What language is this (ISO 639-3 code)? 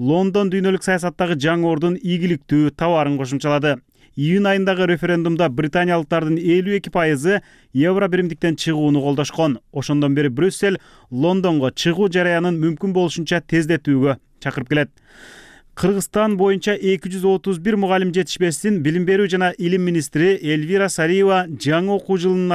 kir